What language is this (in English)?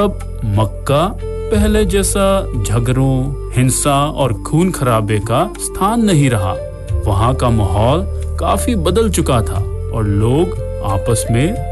Hindi